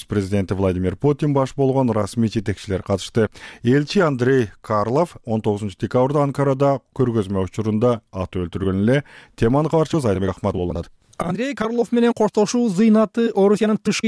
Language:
Kyrgyz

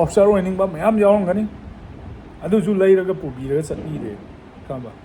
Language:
Manipuri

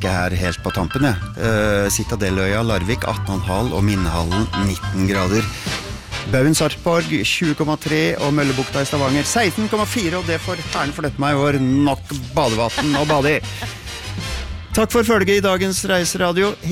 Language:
Norwegian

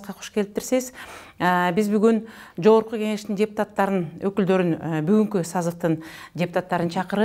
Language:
Kyrgyz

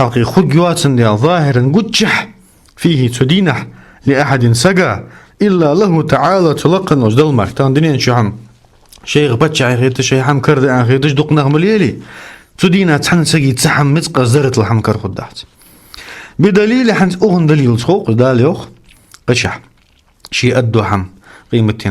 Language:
Ingush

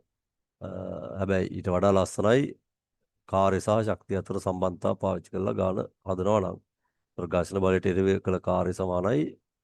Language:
Sinhala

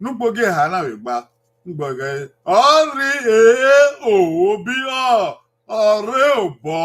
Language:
Bini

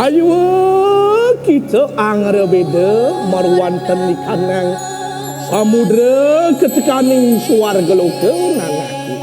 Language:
Balinese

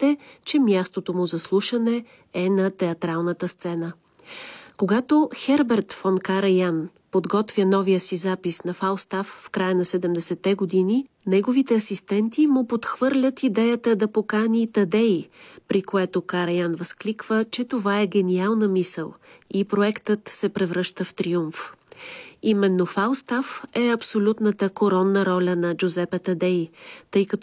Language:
Bulgarian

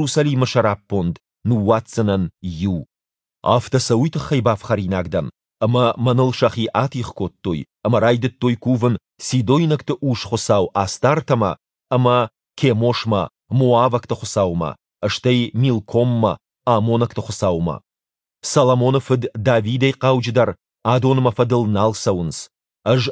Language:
Ossetic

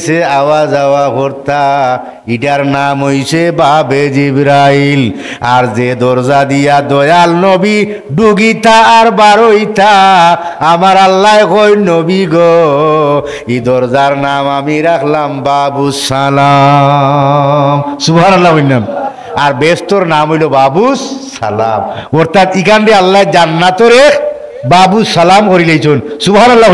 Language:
Sylheti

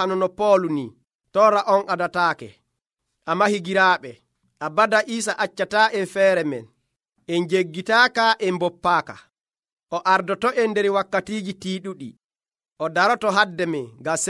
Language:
Nigerian Fulfulde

